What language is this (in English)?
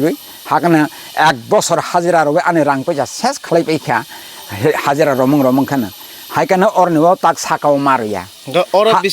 Kok Borok